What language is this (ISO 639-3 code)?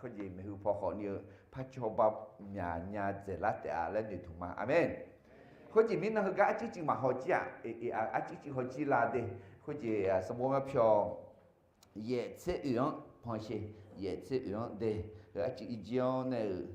ahk